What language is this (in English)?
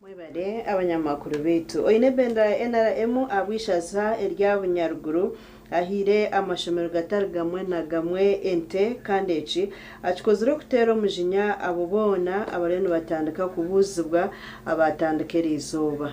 Nyankole